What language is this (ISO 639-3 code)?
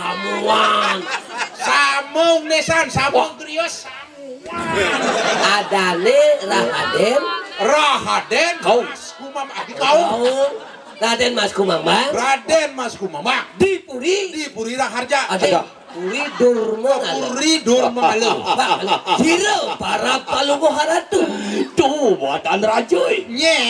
ban